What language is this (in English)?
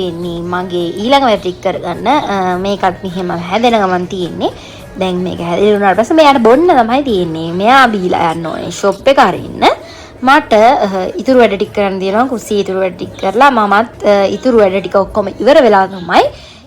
Sinhala